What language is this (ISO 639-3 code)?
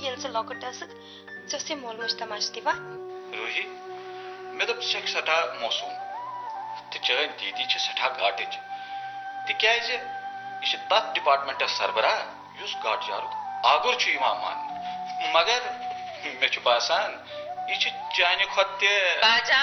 kas